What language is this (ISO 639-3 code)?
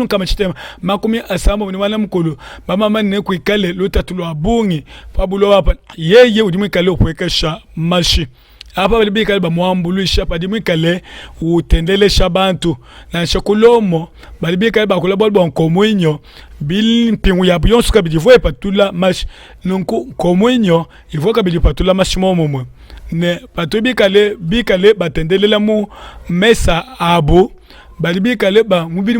lua